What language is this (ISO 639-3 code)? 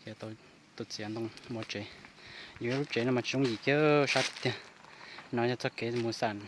hmn